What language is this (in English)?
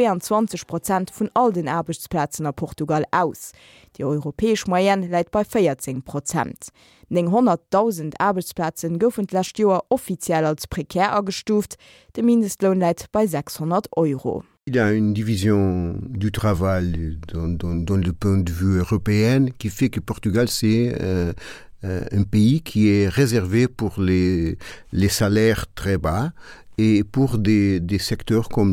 Luxembourgish